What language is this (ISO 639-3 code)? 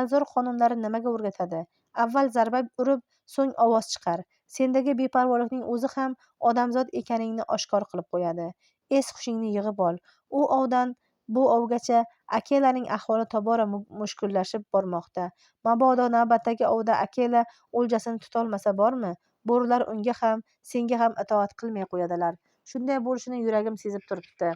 uzb